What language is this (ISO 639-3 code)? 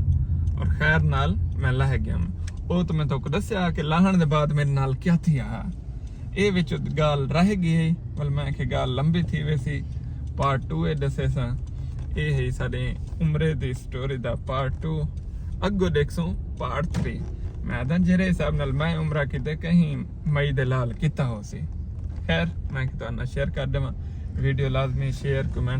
skr